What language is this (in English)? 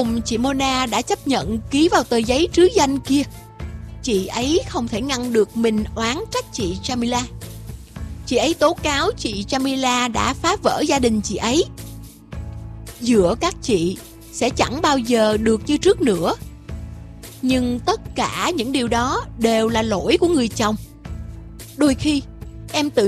Vietnamese